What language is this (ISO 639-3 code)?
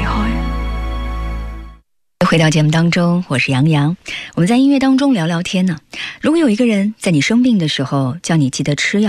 zho